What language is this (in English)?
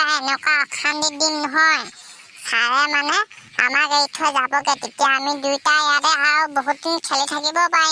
Assamese